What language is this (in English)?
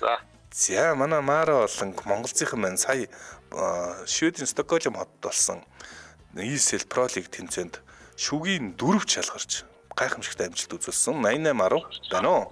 Mongolian